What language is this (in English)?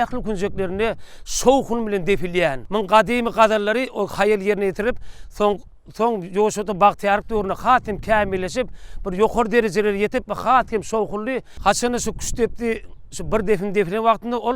Turkmen